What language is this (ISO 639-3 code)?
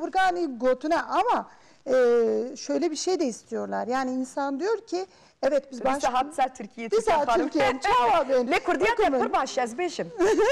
kur